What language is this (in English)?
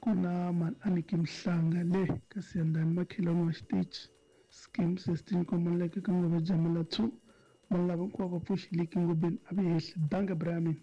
Tsonga